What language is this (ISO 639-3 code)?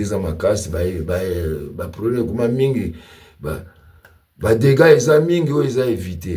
lin